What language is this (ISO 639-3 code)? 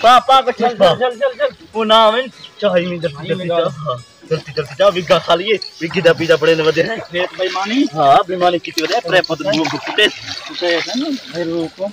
skr